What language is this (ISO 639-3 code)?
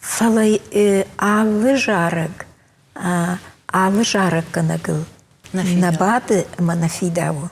oss